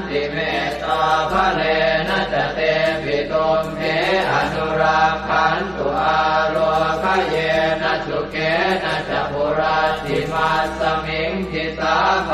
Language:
Pali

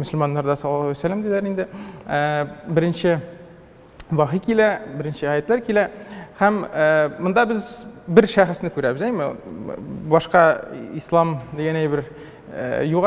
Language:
Tatar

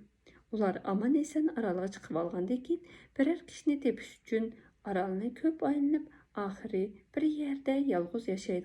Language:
Uyghur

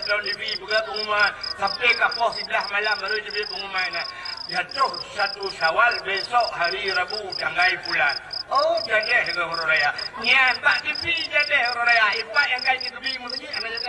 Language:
Achinese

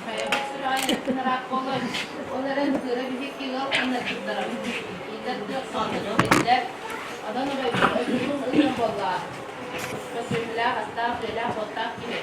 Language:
Yakut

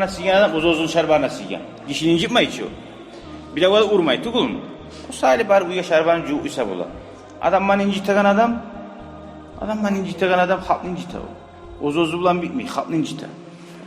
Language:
Kumyk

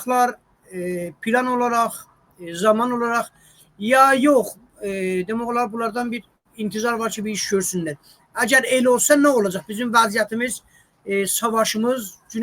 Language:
South Azerbaijani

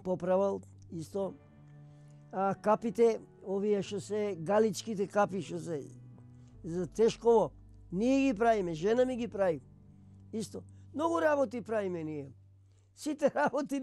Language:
Macedonian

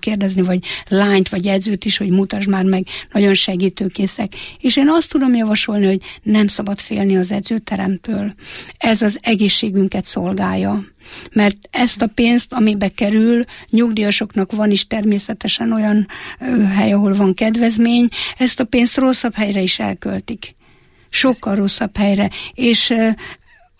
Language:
Hungarian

